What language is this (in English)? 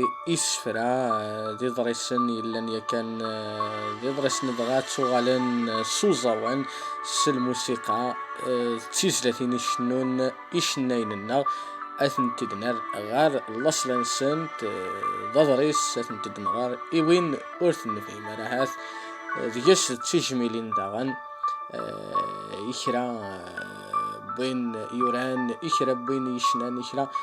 Kabyle